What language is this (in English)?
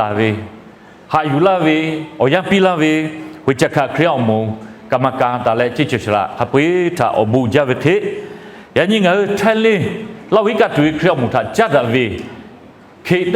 Lahu